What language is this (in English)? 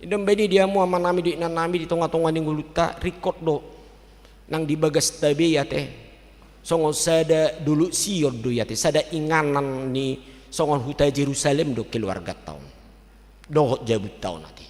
Batak Toba